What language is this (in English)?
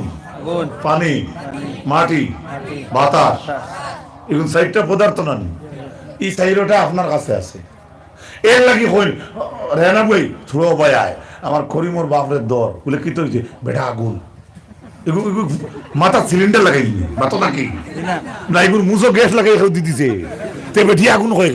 Sylheti